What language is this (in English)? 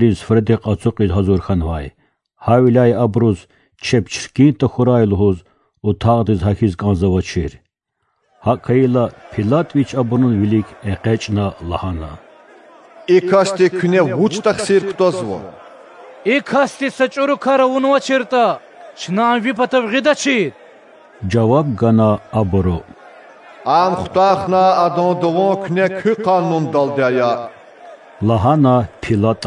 Lezghian